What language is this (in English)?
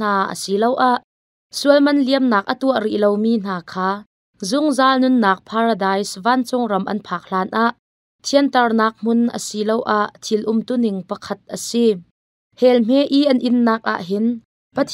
Hakha Chin